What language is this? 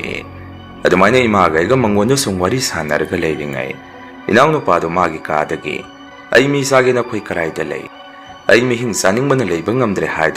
Manipuri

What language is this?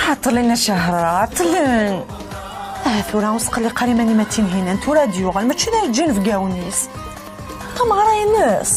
Kabyle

